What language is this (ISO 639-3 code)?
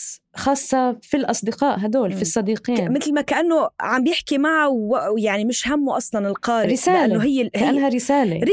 apc